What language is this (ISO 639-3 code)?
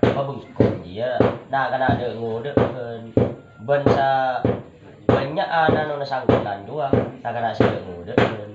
mad